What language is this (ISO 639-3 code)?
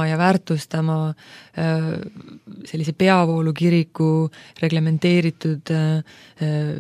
est